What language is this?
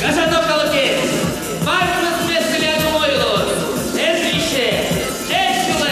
Udmurt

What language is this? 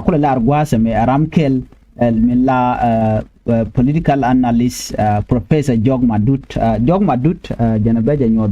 Nuer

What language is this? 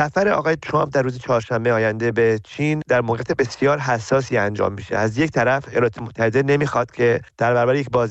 Persian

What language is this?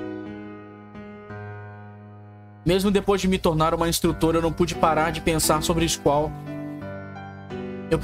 Portuguese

